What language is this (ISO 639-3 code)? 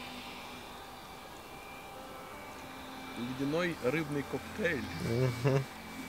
rus